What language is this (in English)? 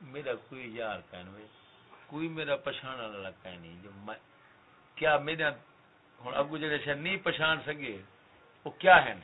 Saraiki